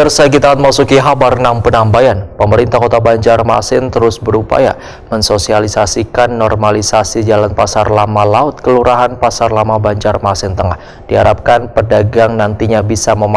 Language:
Banjar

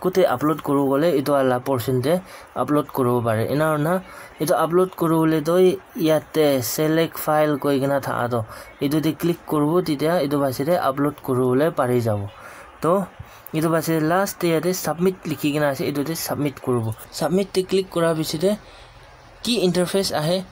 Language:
Naga Pidgin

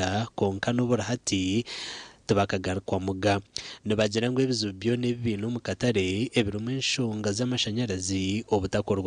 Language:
Nyankole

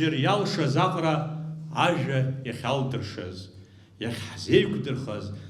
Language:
Abkhazian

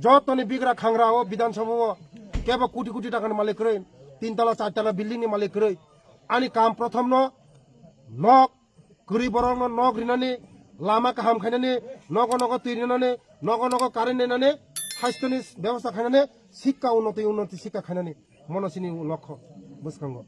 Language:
Kok Borok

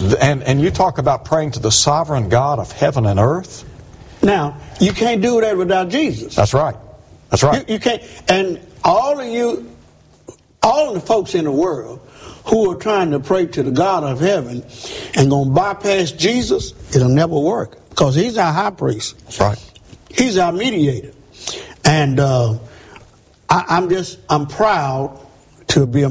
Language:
English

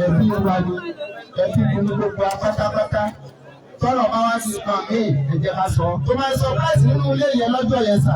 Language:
Yoruba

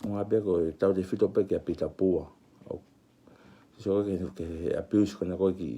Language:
Tongan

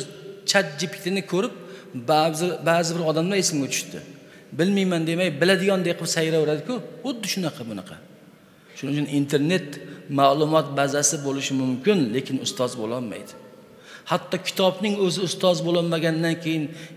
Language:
Uzbek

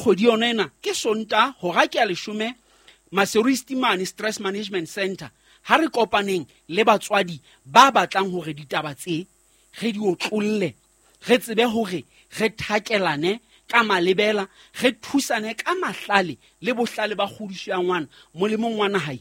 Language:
Southern Sotho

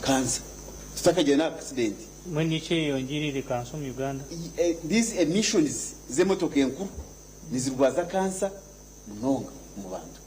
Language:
Nyankole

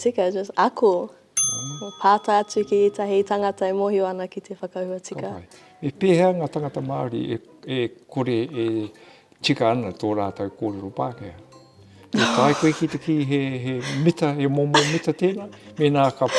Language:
Māori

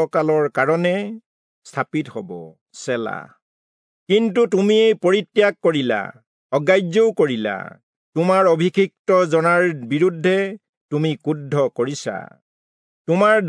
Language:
Assamese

